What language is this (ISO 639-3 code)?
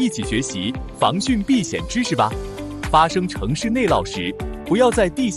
zho